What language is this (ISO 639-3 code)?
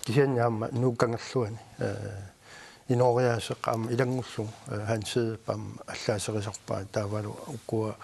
kal